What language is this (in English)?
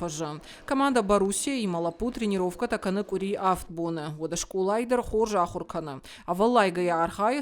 Ossetic